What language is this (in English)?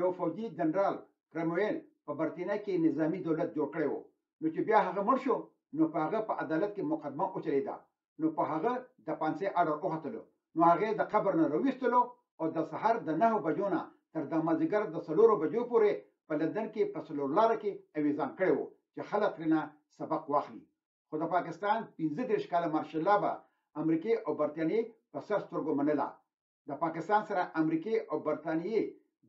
Pashto